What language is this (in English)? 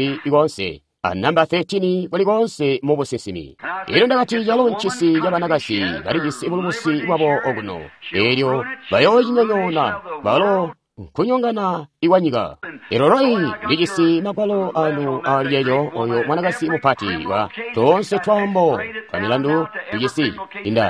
Tonga (Zambia)